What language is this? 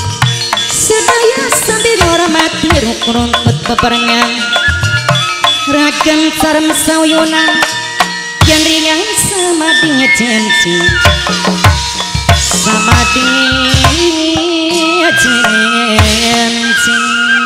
Javanese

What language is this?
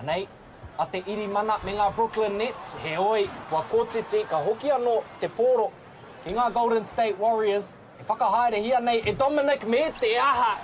Māori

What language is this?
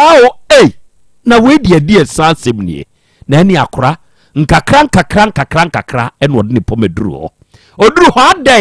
Akan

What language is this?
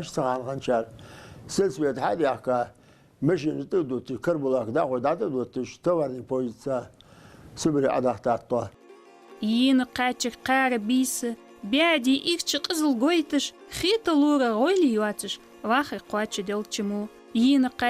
Ingush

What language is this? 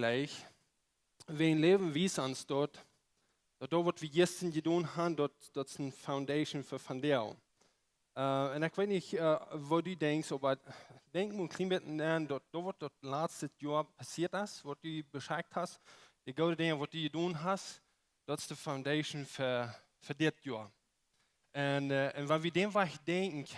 Plautdietsch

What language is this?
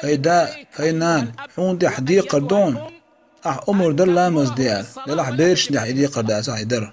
Chechen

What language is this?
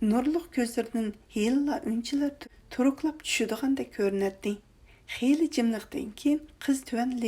Uyghur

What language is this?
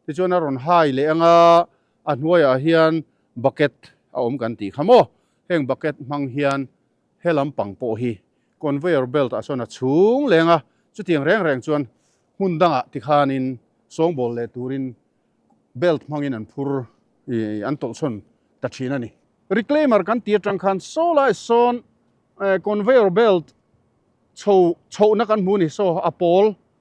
Mizo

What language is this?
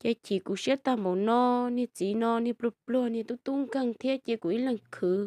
Hmong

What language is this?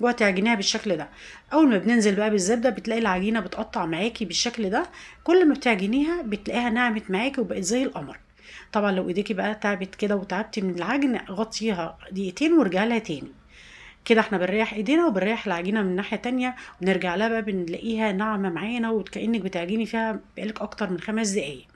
Egyptian Arabic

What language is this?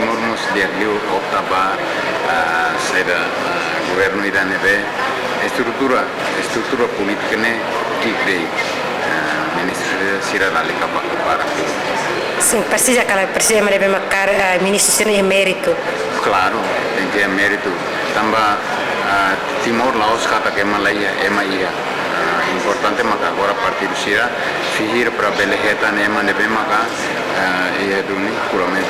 Tetum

